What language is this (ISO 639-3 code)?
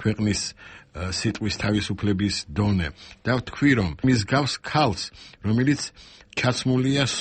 kat